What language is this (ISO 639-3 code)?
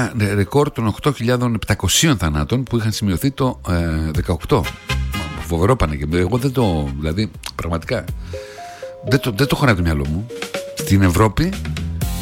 ell